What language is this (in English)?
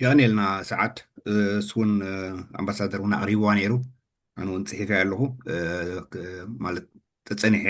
Tigrinya